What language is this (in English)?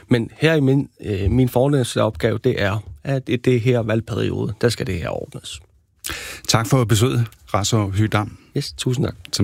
Danish